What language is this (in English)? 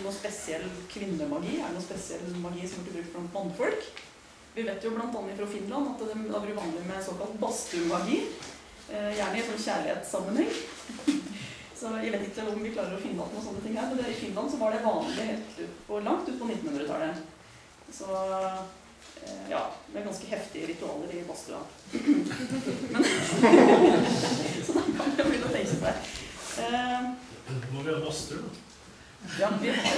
Norwegian